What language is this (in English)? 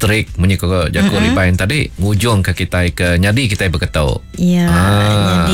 Iban